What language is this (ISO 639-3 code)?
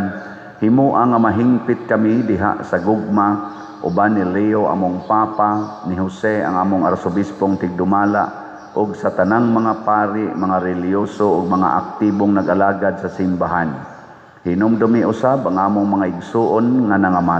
ceb